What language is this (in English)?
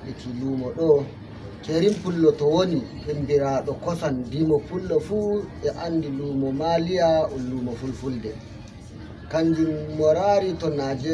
Fula